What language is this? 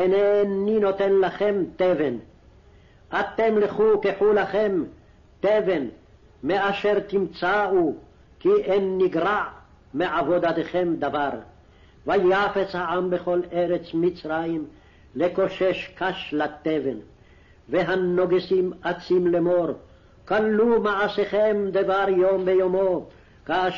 Hebrew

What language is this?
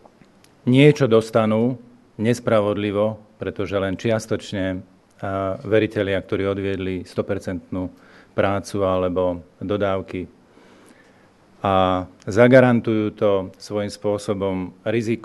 Slovak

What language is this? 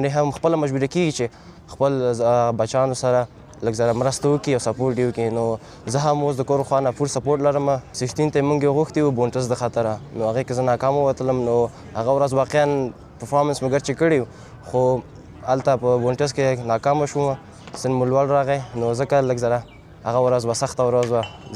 Pashto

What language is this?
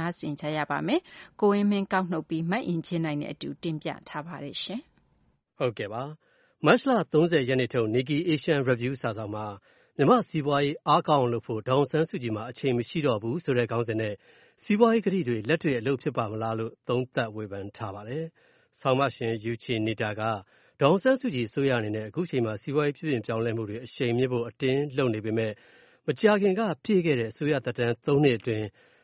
Burmese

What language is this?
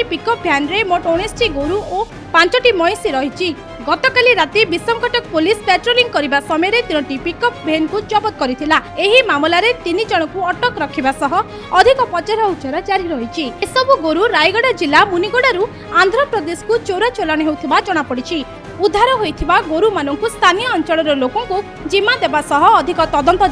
Odia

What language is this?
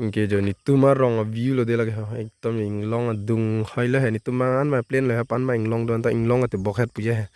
Karbi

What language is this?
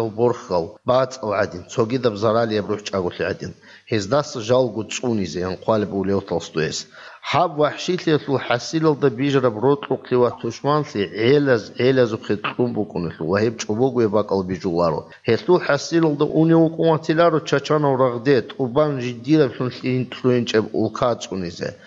Avaric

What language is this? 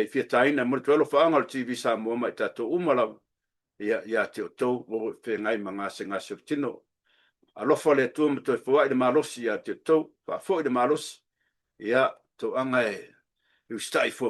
Samoan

